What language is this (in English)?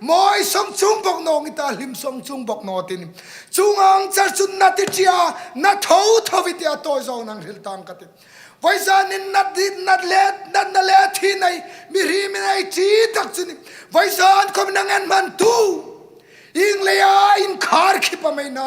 Hmar